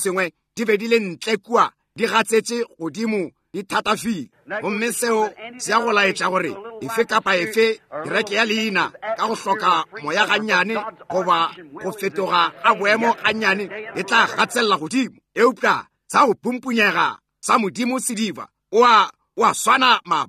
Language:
Northern Sotho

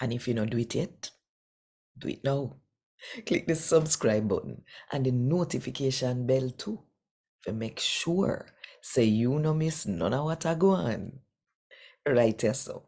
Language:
Jamaican Creole English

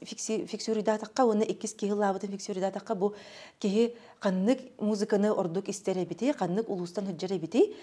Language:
Yakut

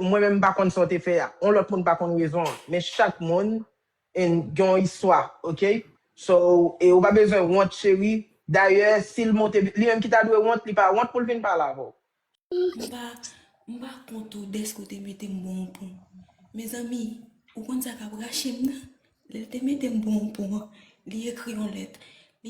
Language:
Haitian Creole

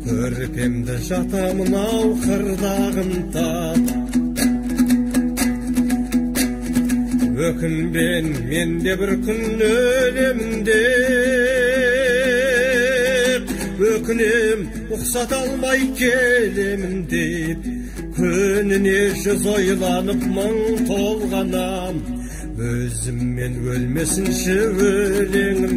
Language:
Kazakh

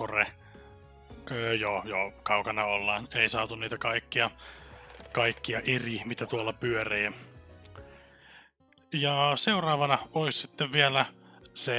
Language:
Finnish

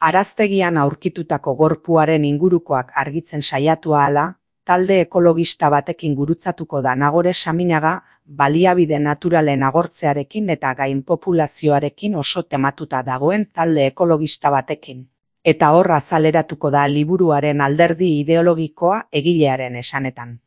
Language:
Basque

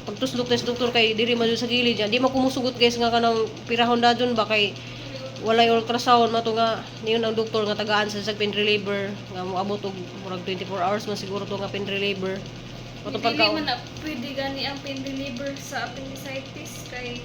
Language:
Cebuano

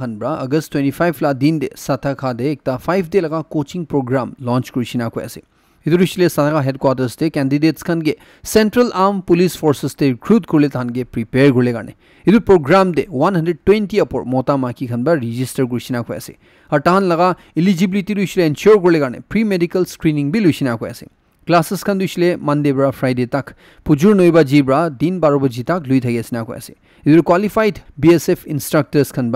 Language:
Naga Pidgin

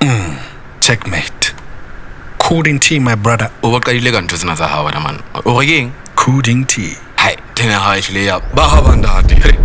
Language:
Southern Sotho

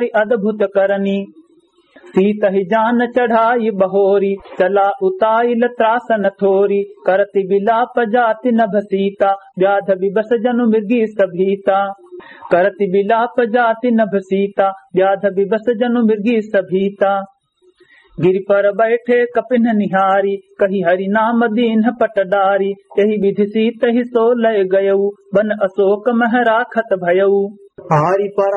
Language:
Awadhi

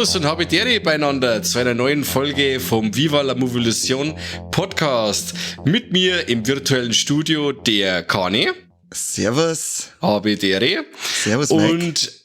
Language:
Bavarian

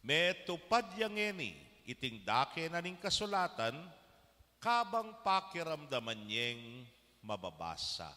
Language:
Pampanga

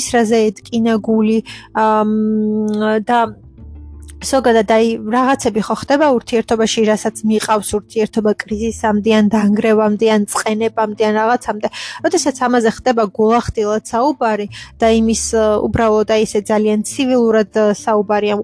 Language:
Georgian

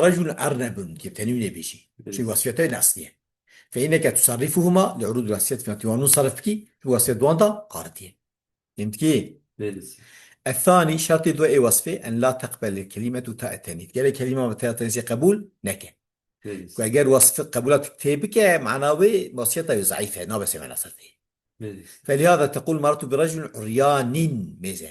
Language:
Kurdish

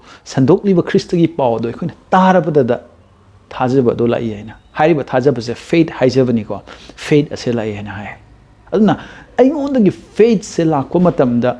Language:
Manipuri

